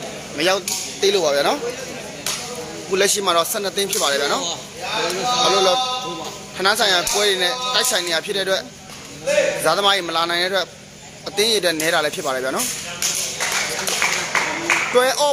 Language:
Burmese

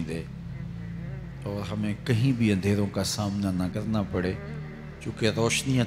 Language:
Urdu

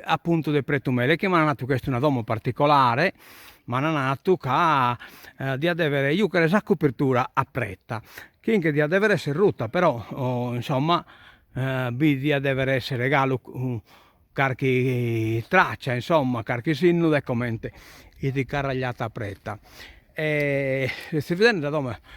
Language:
Sardinian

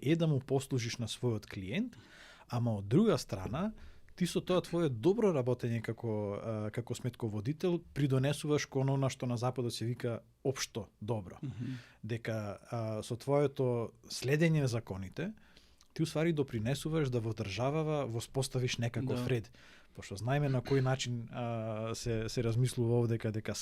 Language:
Macedonian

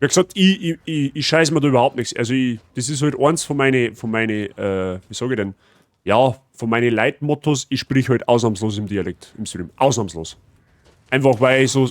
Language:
Bavarian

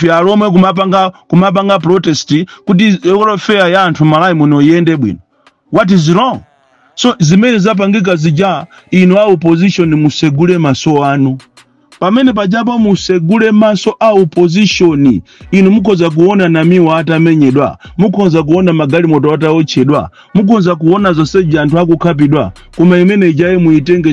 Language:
Nyanja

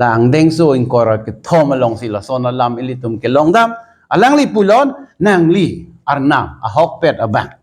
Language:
Karbi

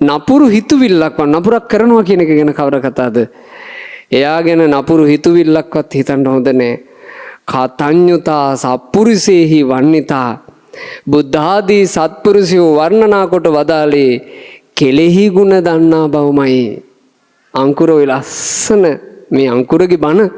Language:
Sinhala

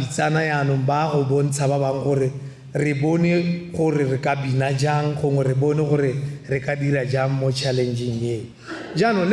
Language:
Tswana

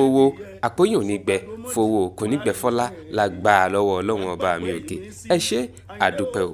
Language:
Yoruba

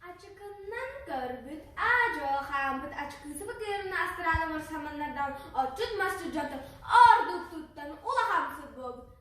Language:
Yakut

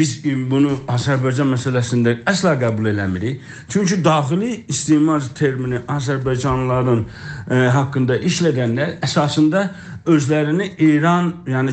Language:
South Azerbaijani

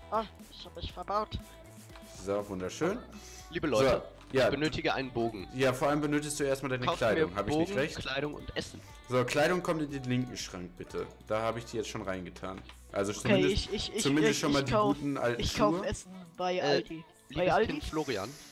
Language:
German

